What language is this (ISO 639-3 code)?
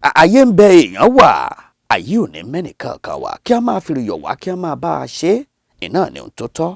yor